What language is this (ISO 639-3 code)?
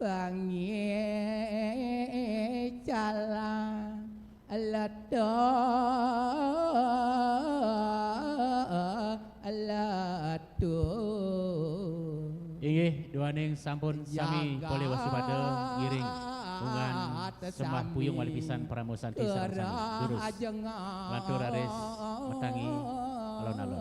ban